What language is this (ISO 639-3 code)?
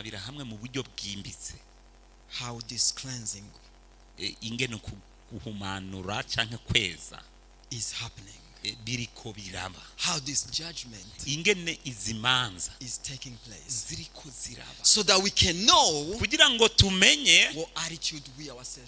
run